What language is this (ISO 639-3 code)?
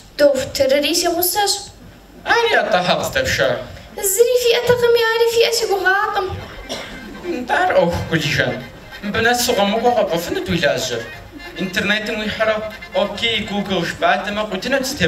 kbd